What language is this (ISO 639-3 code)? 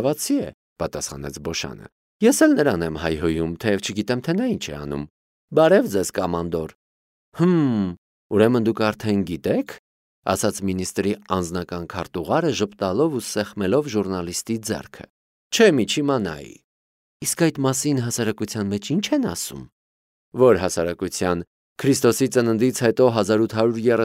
hye